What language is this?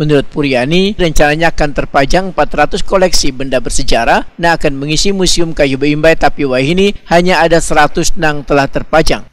Banjar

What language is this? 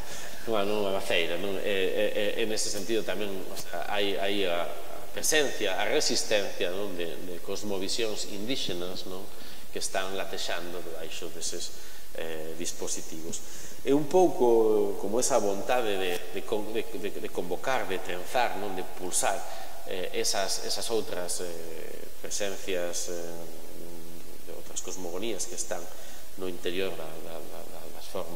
Galician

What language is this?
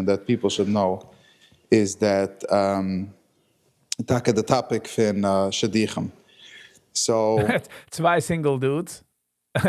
Yiddish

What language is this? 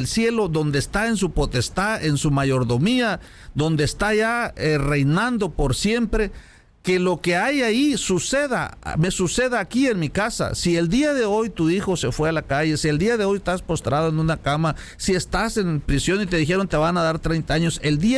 Spanish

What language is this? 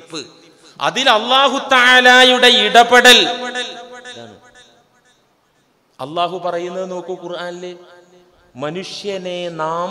Malayalam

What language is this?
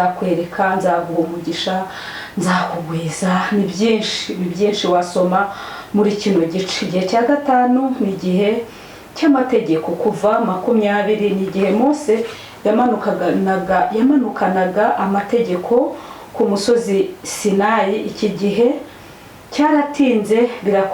Kinyarwanda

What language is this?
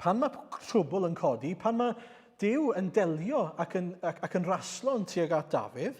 Welsh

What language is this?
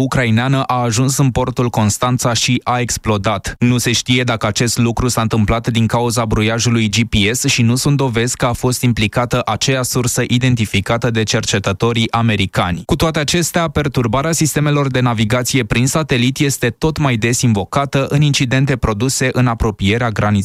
Romanian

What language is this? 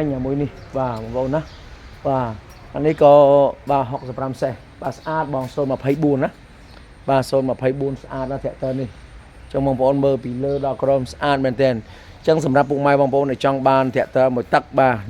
Khmer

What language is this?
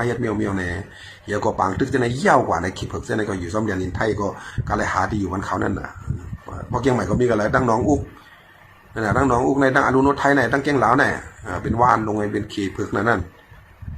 Shan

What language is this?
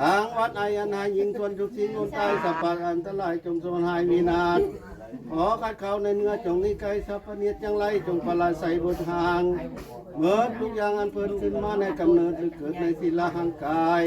Northeastern Thai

